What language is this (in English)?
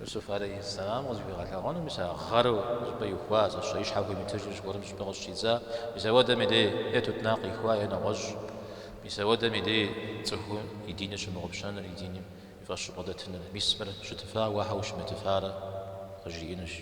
Kabardian